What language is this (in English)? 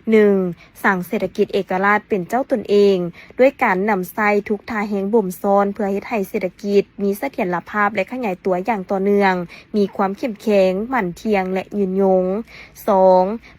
Lao